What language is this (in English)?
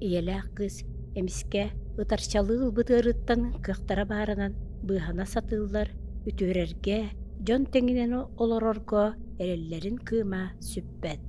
Yakut